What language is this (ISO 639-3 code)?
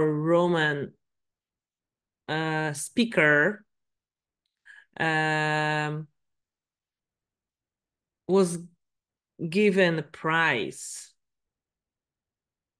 pol